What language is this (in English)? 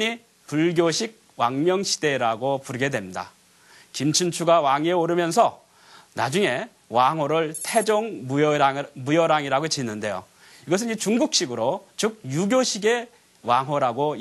Korean